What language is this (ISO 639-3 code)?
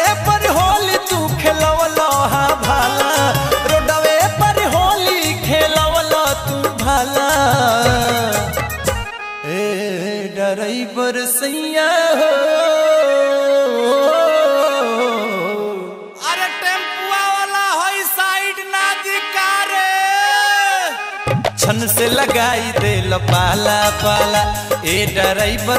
bho